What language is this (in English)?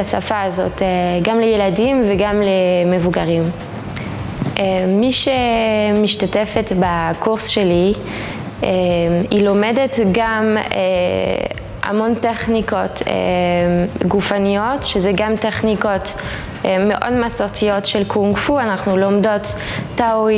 Hebrew